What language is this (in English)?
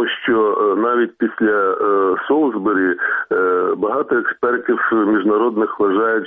Ukrainian